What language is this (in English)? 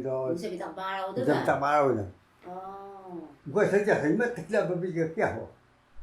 Taroko